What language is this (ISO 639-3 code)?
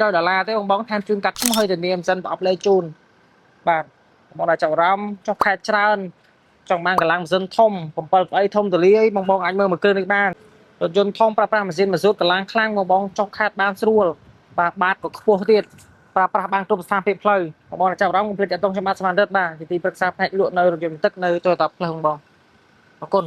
khm